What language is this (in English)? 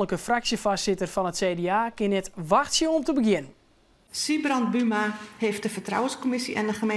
Western Frisian